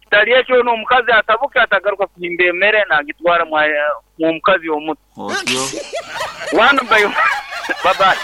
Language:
Nyoro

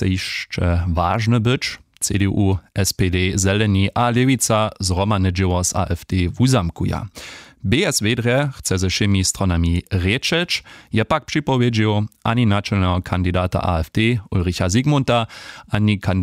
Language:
Upper Sorbian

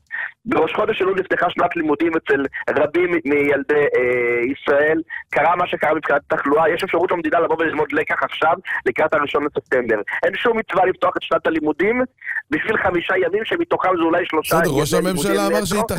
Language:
Hebrew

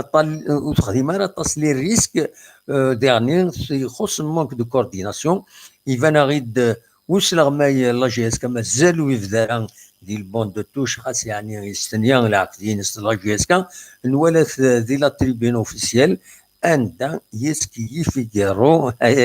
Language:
Kabyle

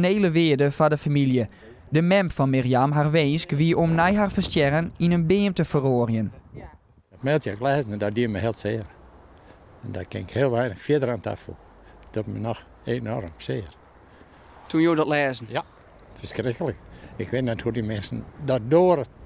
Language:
Western Frisian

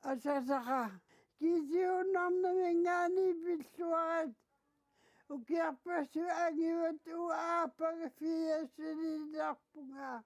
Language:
Kalaallisut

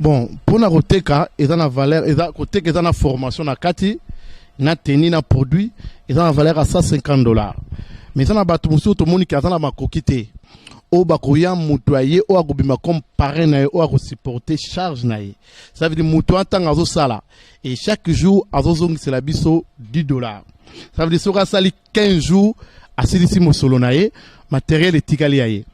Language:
Lingala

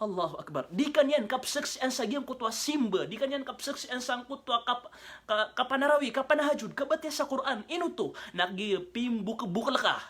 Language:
Maranao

